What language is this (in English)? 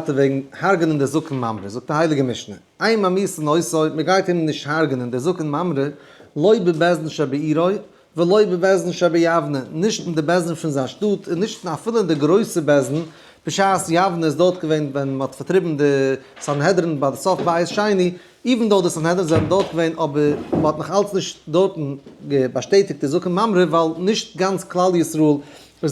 Yiddish